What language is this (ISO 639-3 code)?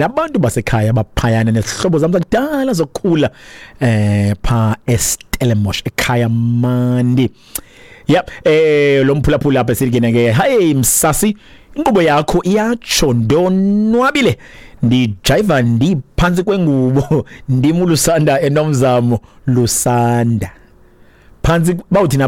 xho